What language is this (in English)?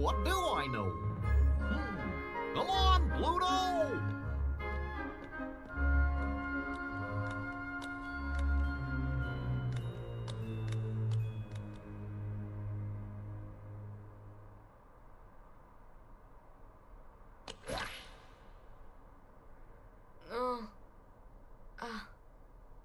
English